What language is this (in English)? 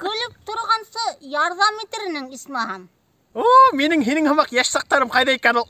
Bashkir